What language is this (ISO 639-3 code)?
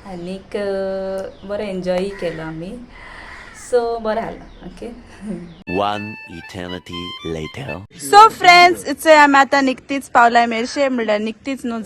kok